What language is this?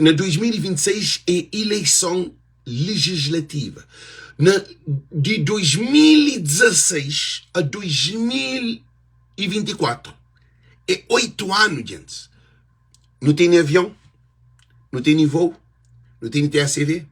Kabuverdianu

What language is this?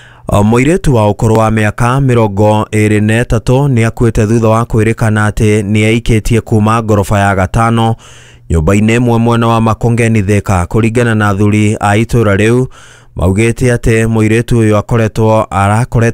Kikuyu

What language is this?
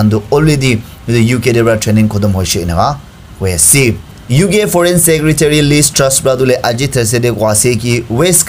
Naga Pidgin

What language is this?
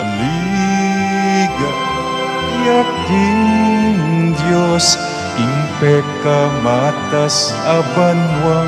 Pampanga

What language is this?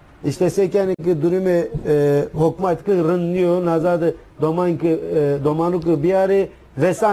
Zaza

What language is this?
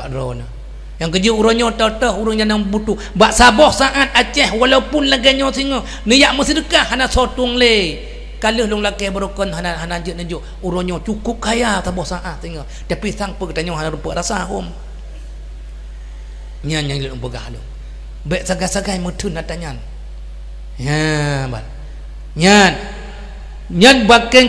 Achinese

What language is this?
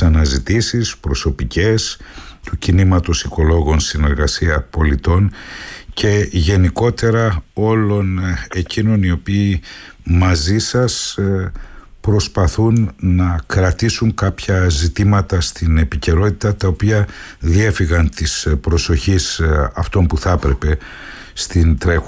Greek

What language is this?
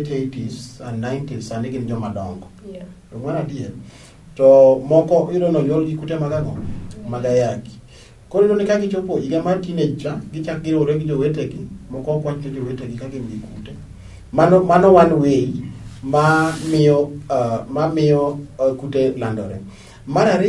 Luo (Kenya and Tanzania)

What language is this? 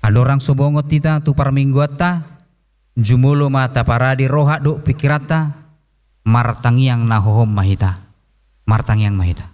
Batak Toba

